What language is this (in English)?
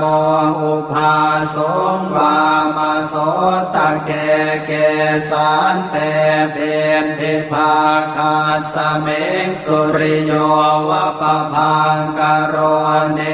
Pali